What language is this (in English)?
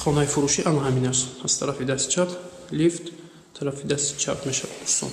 Tajik